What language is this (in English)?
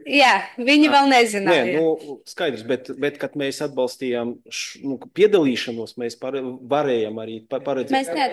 Latvian